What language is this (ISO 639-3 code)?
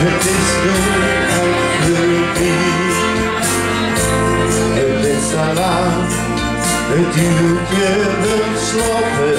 lim